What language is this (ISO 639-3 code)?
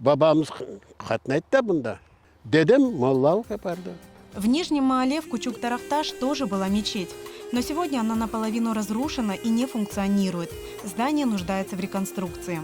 crh